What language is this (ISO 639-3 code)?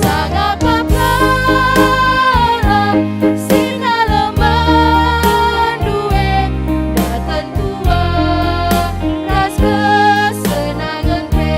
btx